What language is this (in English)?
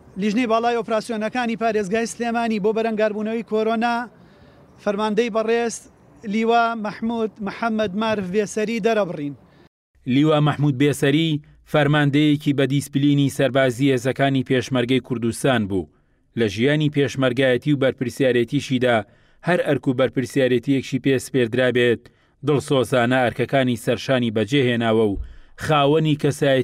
Central Kurdish